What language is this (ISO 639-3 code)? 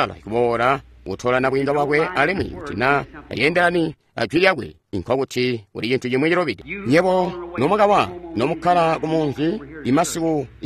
toi